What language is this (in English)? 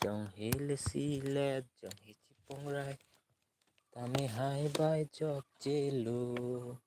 Karbi